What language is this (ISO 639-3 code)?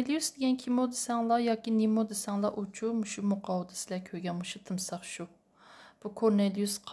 uig